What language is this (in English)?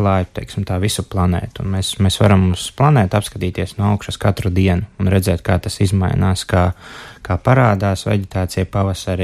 Latvian